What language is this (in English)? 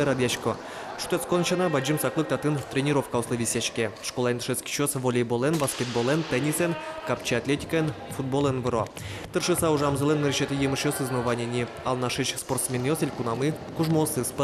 Udmurt